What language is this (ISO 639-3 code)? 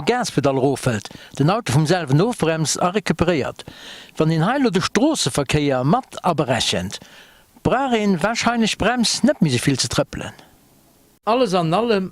ltz